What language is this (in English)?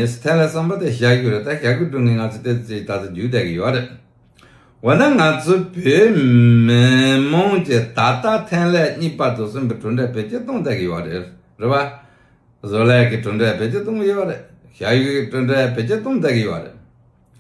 Tibetan